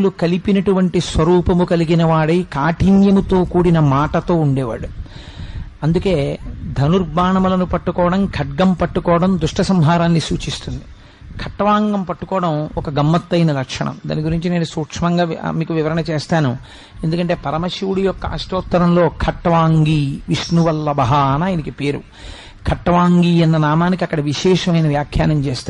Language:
Telugu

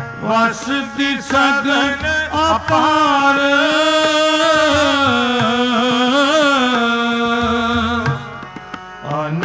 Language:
Punjabi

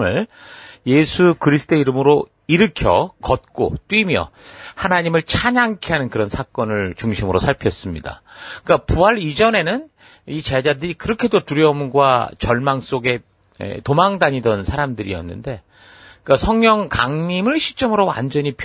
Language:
Korean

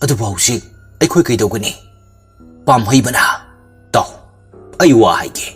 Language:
Manipuri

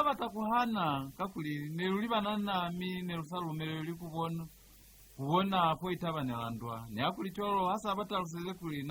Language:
Lozi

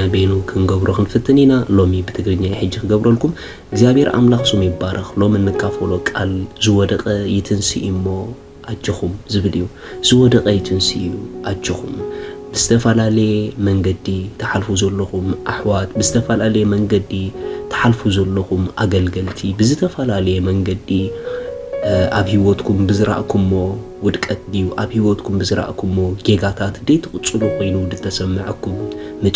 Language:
Tigrinya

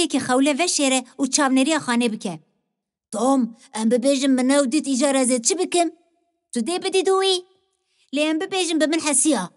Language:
Kurdish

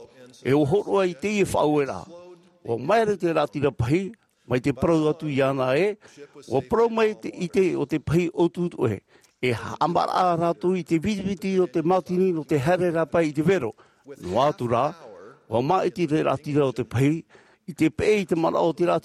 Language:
Tahitian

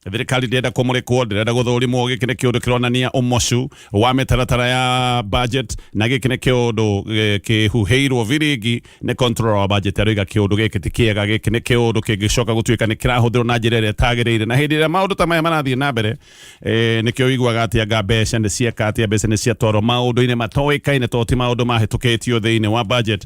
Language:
Kikuyu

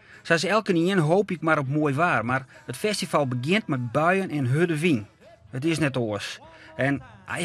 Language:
Western Frisian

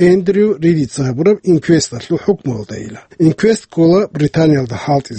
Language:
Avaric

